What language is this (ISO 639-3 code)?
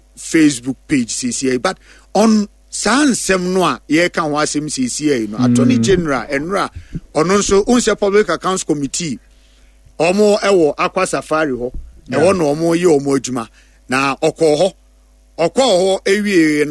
aka